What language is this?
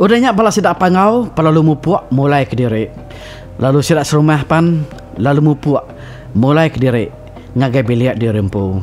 Iban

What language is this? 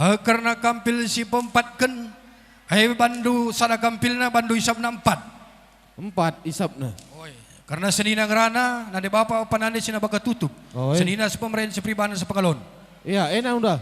Batak Karo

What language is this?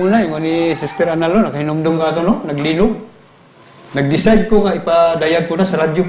Cebuano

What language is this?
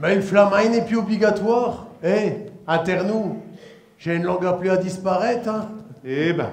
Picard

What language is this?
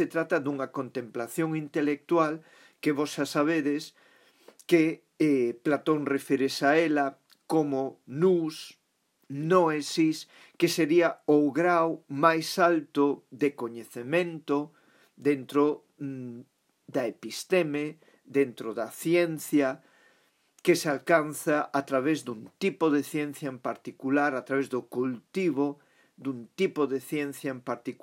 Galician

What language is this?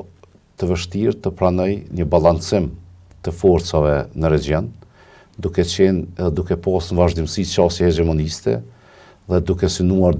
Albanian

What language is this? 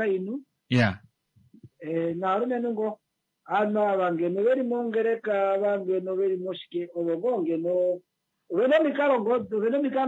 Kuanyama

